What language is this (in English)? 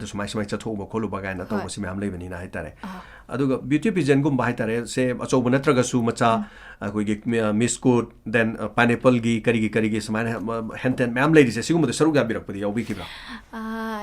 Manipuri